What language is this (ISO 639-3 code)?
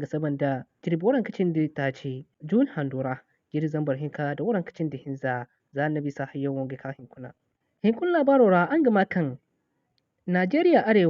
dje